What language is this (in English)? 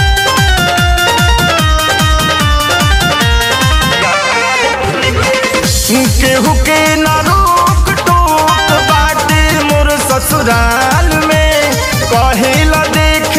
Bhojpuri